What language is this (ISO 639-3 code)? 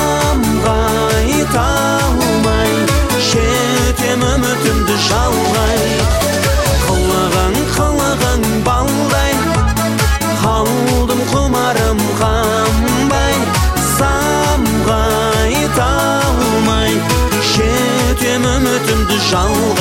kaz